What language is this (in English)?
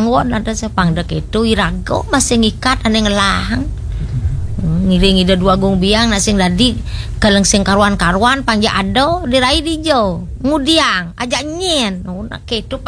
Balinese